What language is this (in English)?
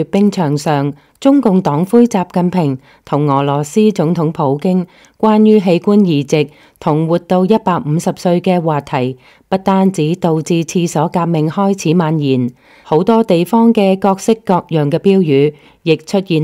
Cantonese